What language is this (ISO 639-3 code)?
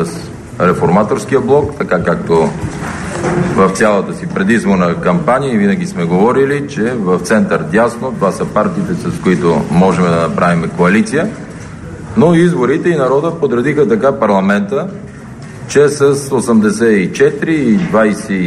bul